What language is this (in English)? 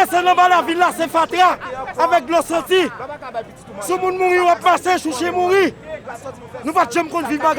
Haitian Creole